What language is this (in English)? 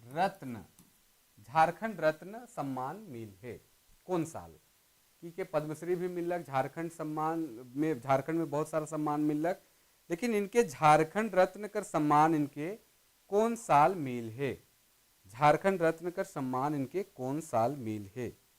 Sadri